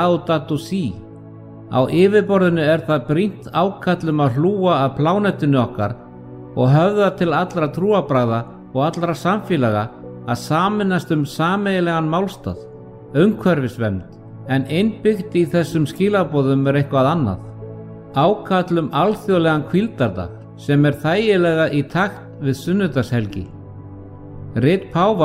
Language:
Icelandic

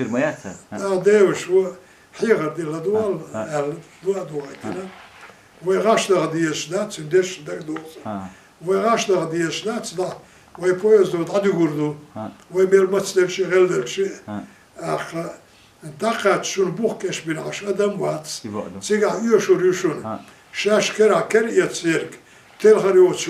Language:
Chechen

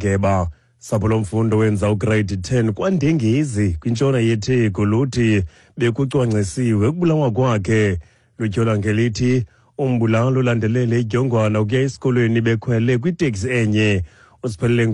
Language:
Xhosa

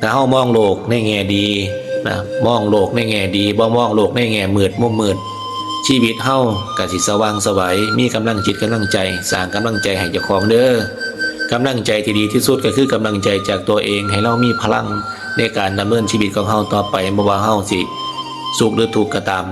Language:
Lao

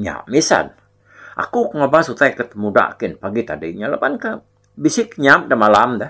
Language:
Iban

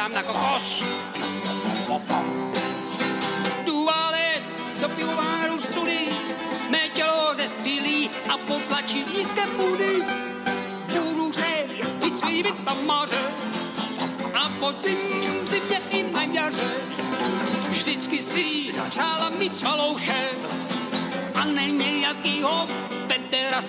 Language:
Czech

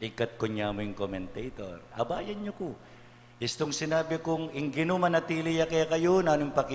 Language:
Pampanga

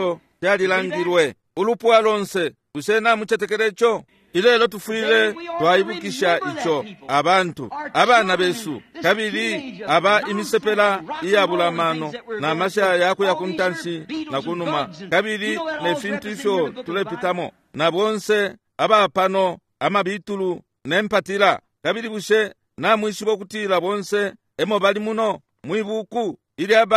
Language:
Bemba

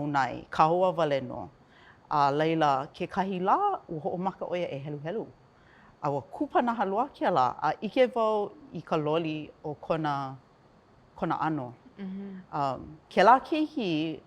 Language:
Hawaiian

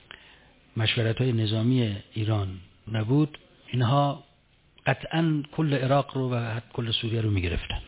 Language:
Persian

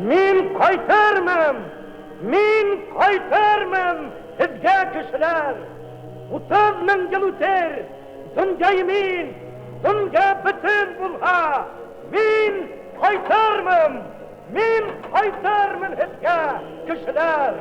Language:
Bashkir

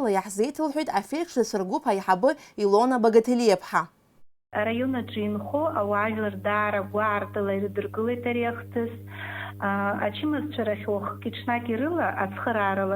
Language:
Abkhazian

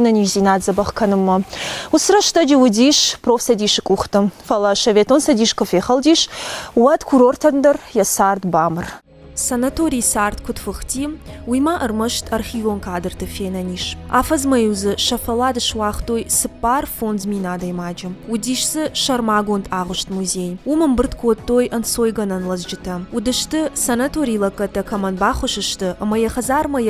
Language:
Ossetic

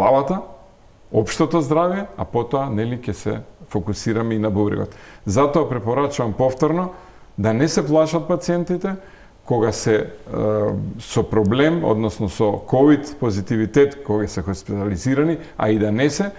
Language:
Macedonian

